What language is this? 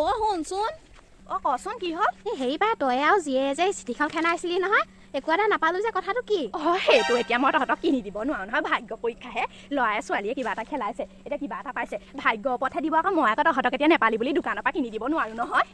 Assamese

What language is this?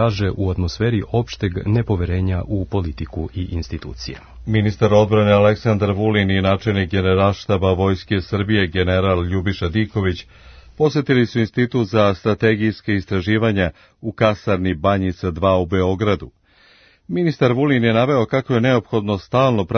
Serbian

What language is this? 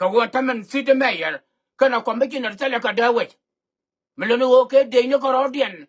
Nuer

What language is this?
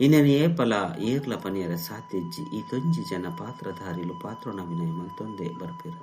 Tulu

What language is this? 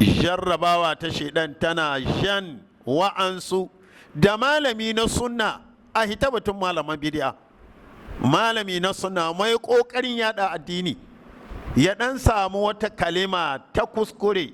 Hausa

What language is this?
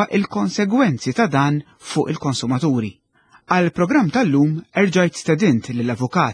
Maltese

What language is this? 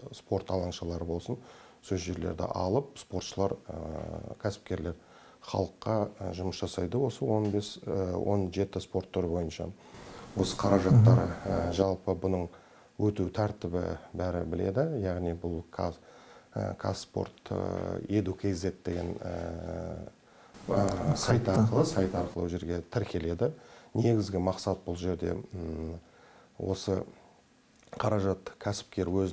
Kazakh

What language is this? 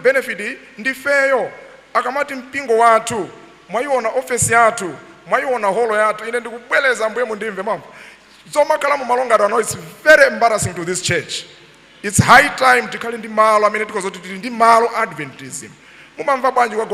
Nyanja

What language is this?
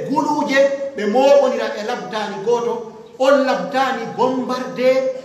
Pular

